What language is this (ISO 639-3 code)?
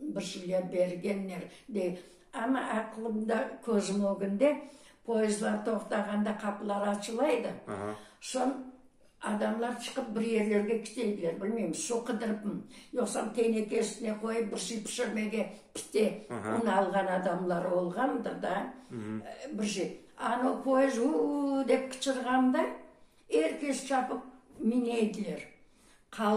crh